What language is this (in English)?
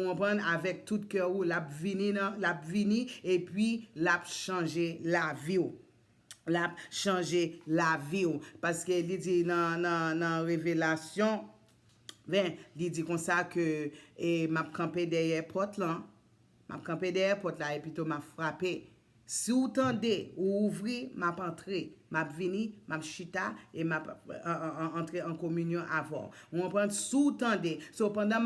Haitian Creole